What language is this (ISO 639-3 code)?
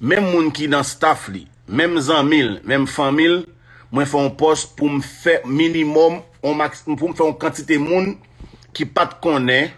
hat